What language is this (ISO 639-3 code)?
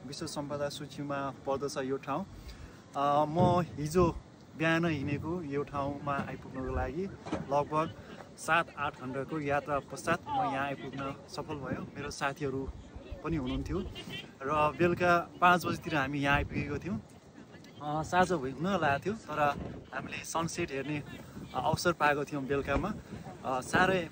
nep